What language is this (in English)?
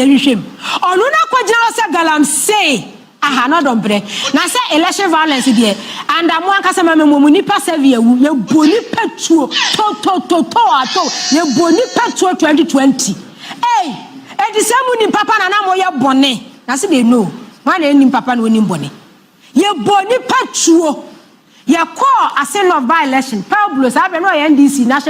Akan